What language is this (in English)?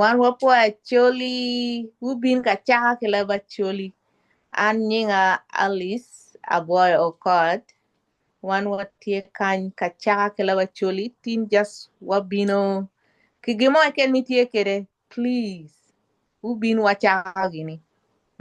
Acoli